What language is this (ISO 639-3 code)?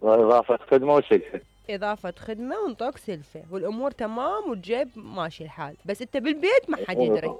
acm